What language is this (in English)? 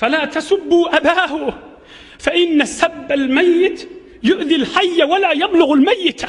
Turkmen